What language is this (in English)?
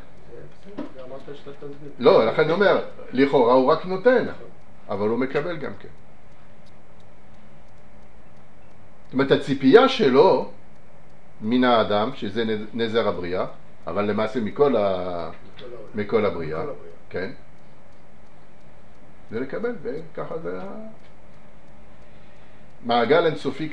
Hebrew